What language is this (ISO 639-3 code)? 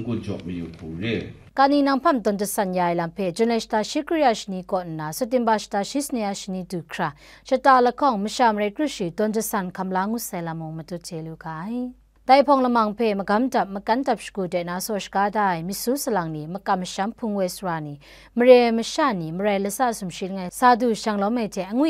kac